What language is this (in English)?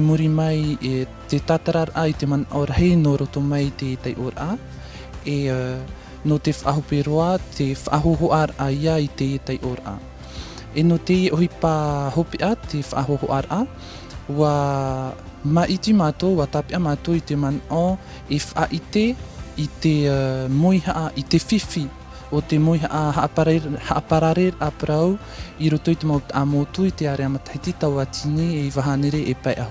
Tahitian